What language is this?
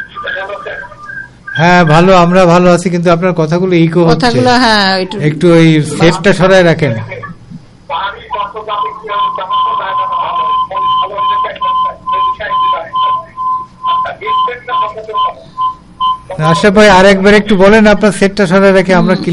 Bangla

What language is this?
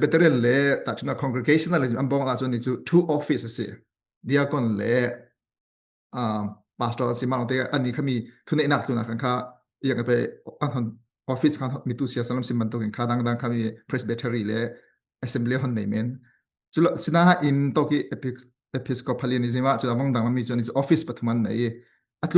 Falam Chin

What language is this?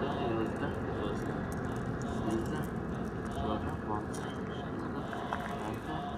Persian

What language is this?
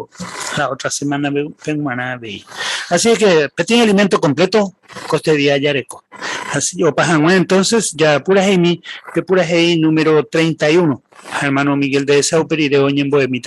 Guarani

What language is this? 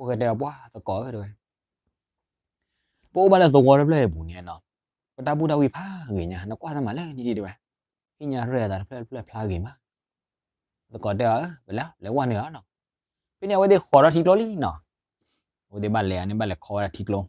S'gaw Karen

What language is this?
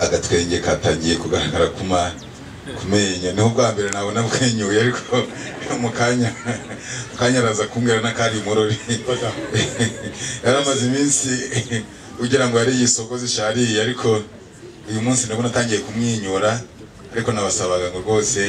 Kinyarwanda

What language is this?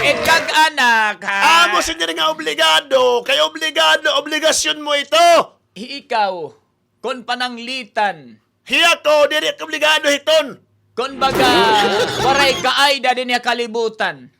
Waray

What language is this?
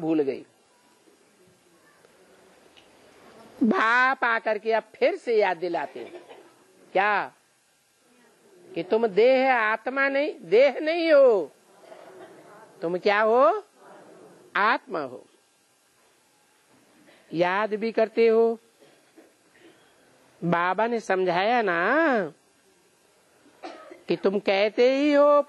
Hindi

